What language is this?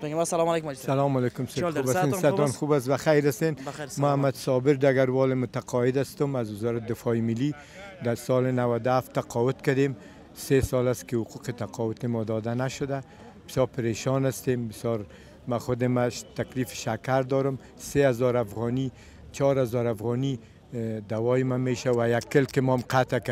Persian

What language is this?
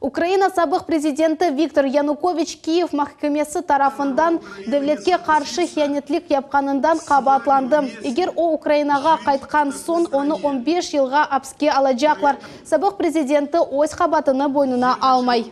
Crimean Tatar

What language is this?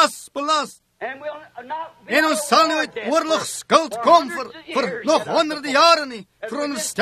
Afrikaans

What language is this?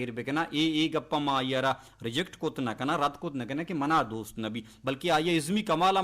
Baluchi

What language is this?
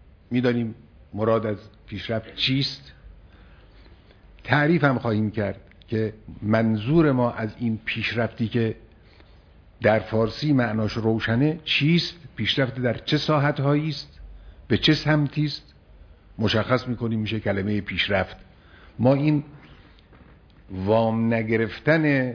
Persian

